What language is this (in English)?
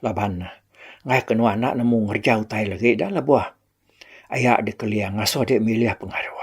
Iban